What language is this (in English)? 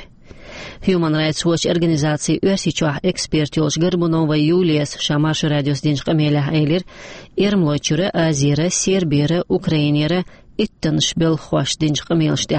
Chechen